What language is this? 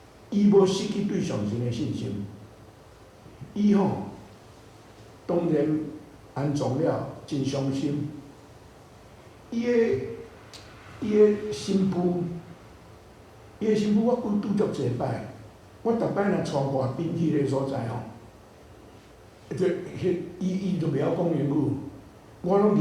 Min Nan Chinese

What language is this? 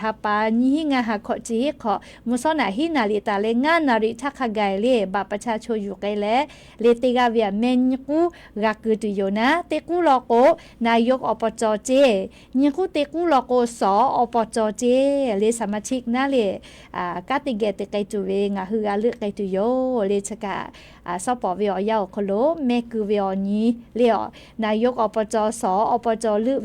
Lahu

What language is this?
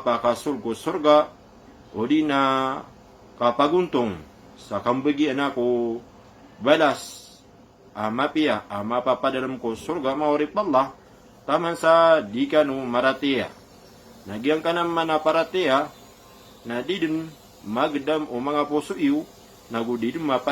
Maranao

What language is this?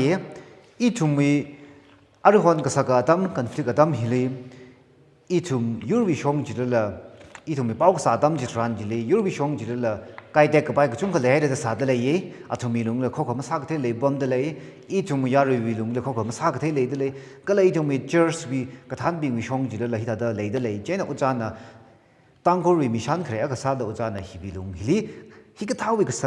Tangkhul Naga (India)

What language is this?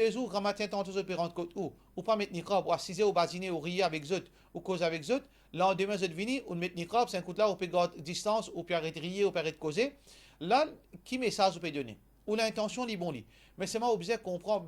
Morisyen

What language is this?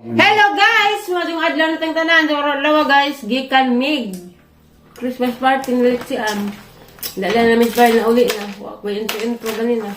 Cebuano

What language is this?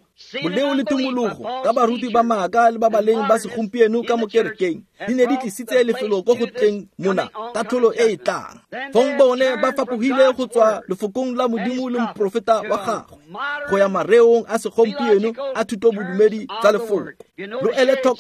Tswana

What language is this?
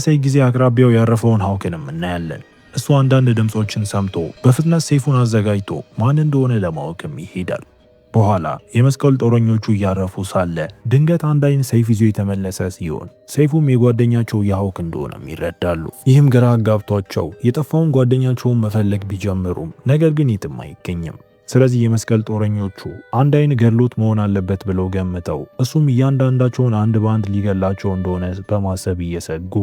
Amharic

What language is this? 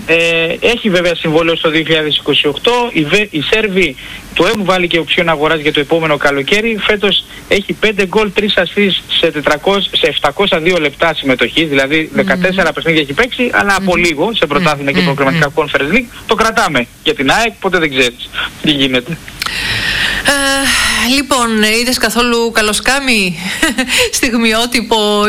Greek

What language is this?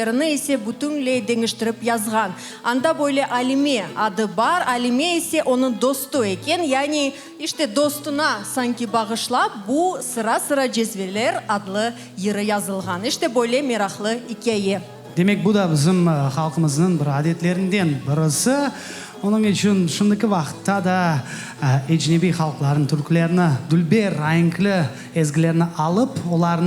Crimean Tatar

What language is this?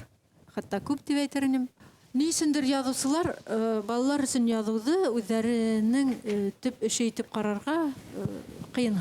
Bashkir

